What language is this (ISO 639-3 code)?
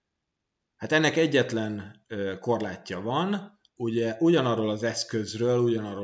hun